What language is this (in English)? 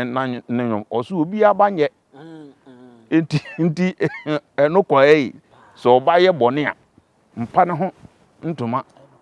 Akan